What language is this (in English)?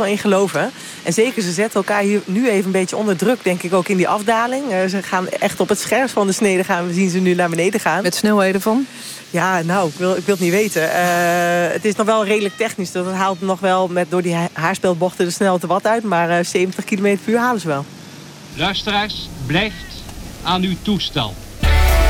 Dutch